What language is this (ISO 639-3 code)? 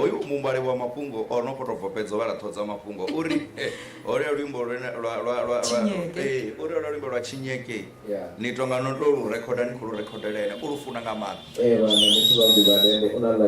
ven